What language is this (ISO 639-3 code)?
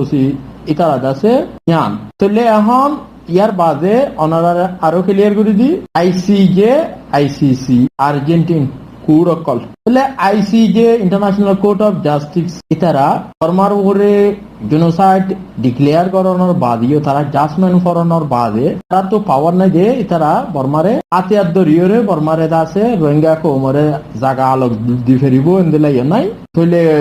rhg